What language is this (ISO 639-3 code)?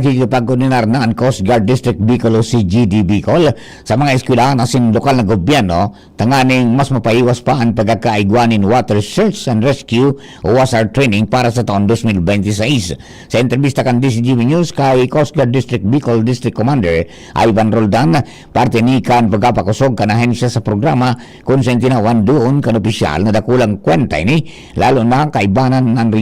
bik